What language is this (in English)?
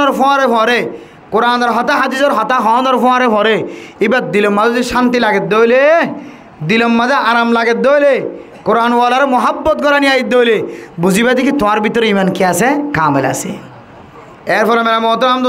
Rohingya